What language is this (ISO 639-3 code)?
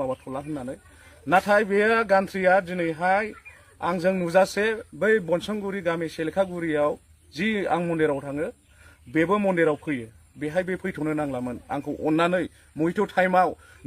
brx